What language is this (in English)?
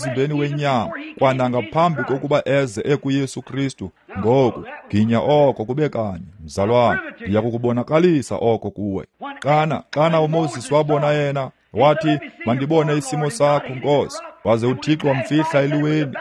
Xhosa